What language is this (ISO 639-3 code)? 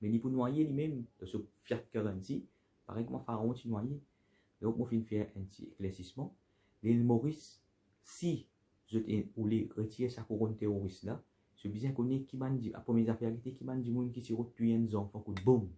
mfe